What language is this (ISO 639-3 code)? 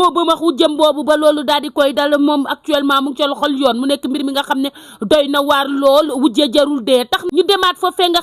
wol